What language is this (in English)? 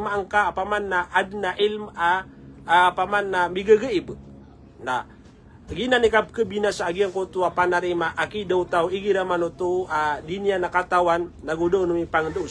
Maranao